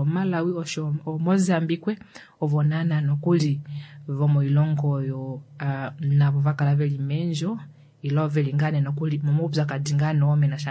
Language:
Kuanyama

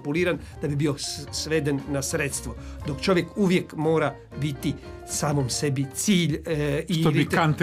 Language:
Croatian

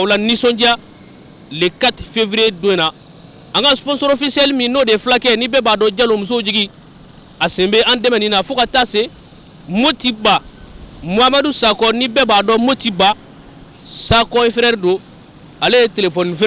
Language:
Bambara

